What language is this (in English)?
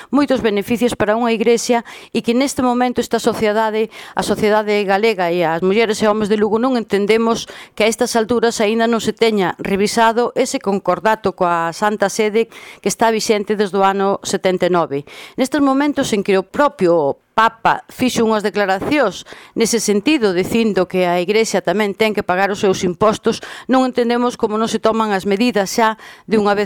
Galician